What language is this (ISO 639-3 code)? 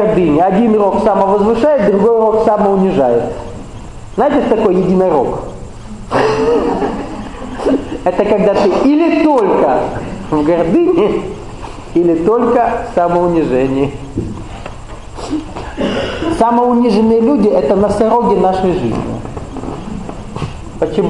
rus